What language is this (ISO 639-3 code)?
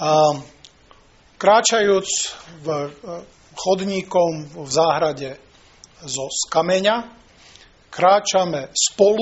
slk